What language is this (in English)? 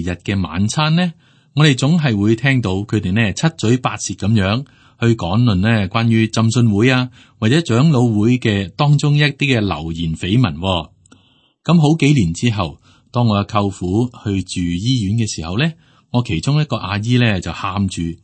Cantonese